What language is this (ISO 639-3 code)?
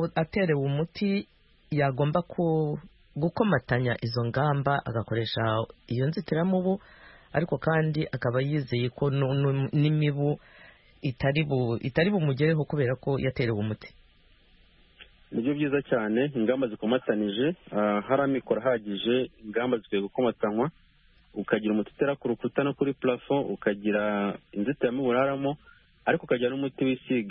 kin